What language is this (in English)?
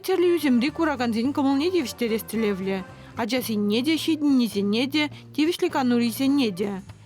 Chuvash